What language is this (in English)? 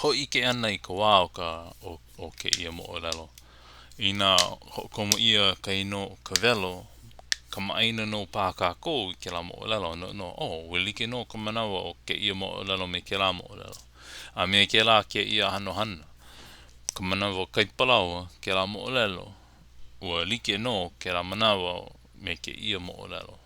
Hawaiian